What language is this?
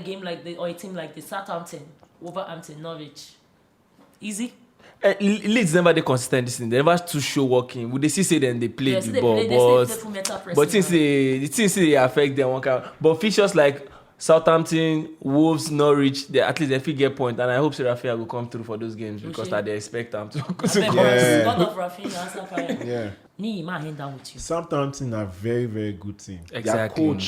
Nigerian Pidgin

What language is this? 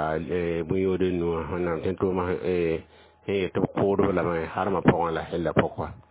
Mossi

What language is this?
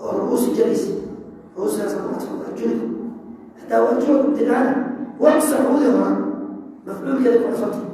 Somali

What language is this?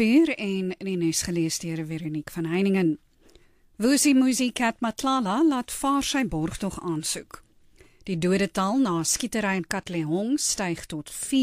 Afrikaans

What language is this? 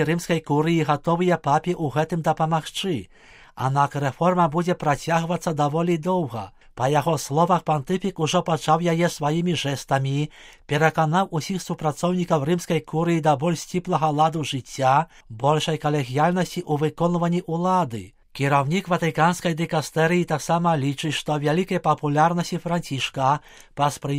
Belarusian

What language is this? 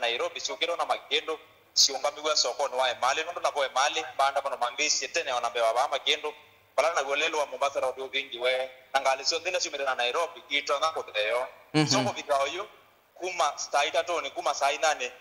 Kamba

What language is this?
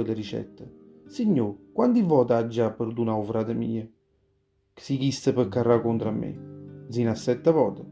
Neapolitan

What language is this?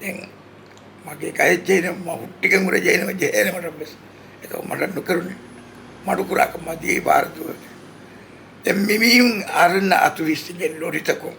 Divehi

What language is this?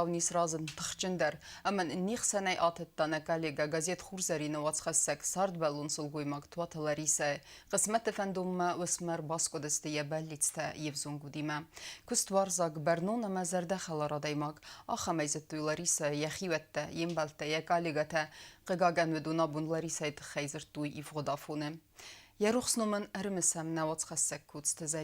Ossetic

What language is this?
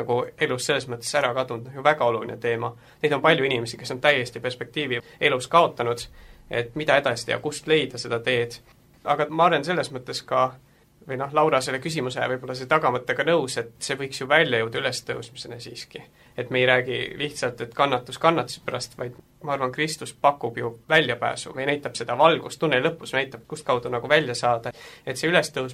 Estonian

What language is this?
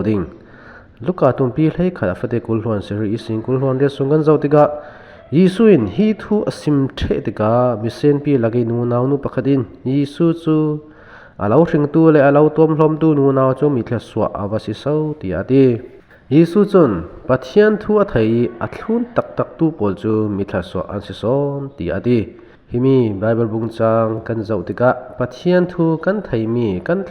Falam Chin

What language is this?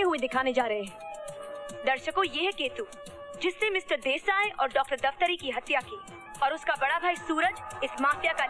Hindi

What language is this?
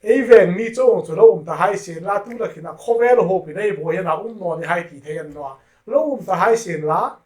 Hmar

